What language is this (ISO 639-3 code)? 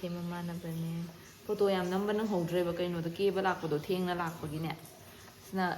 mni